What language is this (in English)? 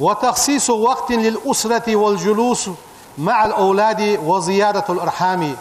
Ingush